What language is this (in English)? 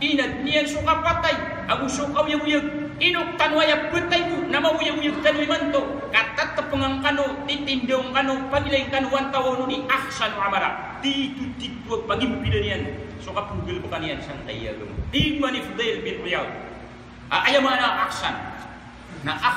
Maranao